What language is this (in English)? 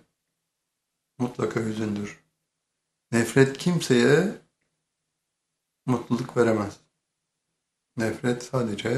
Turkish